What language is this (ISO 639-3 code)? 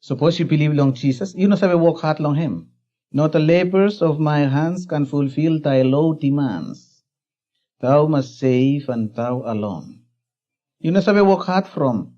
bis